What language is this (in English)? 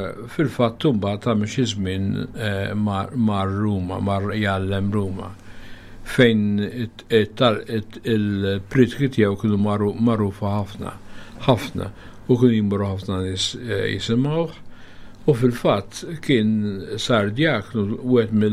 Maltese